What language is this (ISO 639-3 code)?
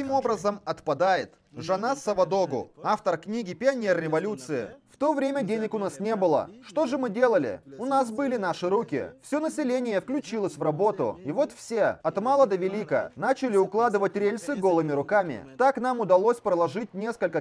rus